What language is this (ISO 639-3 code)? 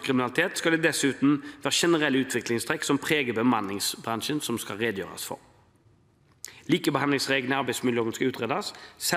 nor